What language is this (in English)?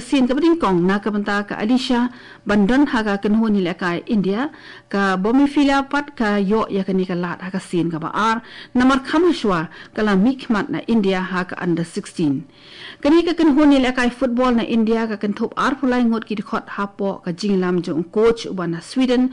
Khasi